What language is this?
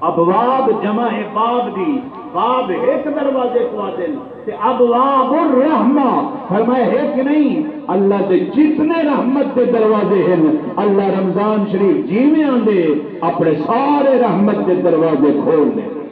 Saraiki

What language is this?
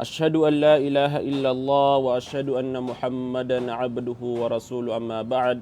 Maranao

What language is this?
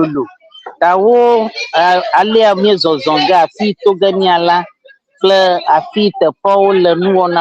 Ewe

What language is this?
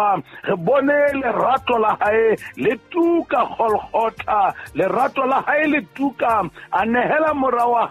Southern Sotho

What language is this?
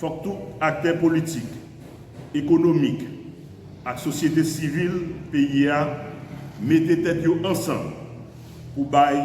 Haitian Creole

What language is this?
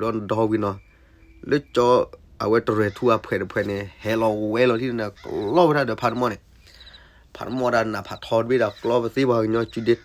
S'gaw Karen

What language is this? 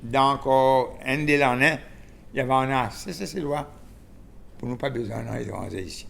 Seselwa Creole French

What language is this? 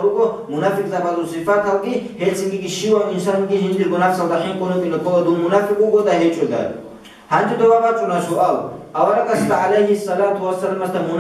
Avaric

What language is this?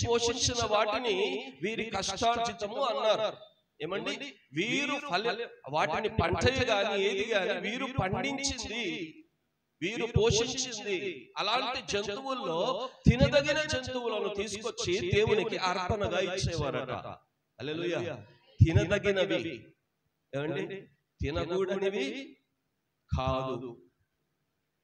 Telugu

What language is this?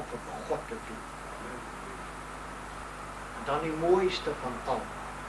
Afrikaans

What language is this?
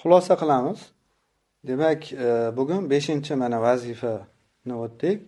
Uzbek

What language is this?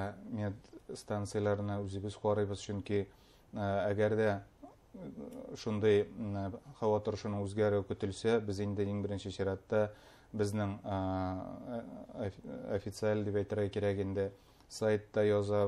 Bashkir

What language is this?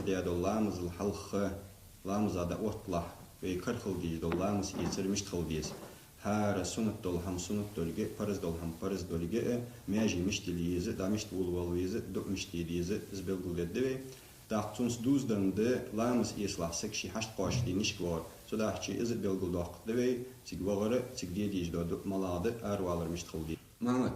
Ingush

